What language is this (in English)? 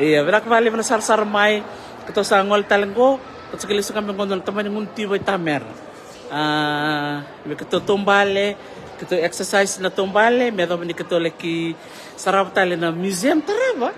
Fijian